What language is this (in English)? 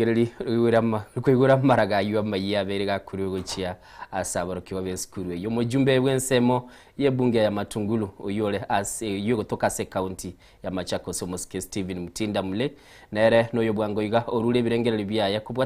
Gusii